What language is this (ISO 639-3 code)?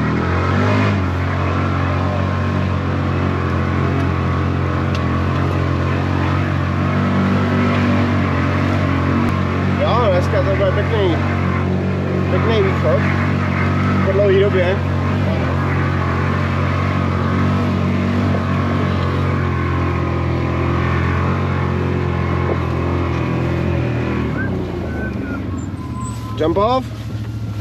ces